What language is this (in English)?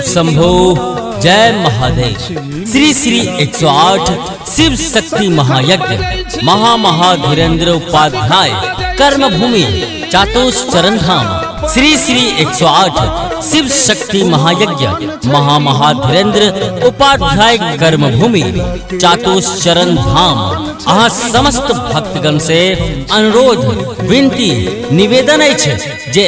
Maithili